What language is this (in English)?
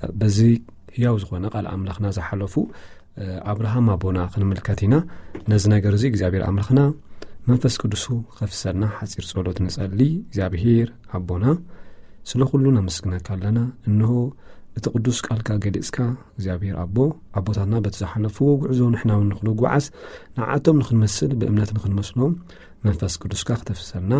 Tigrinya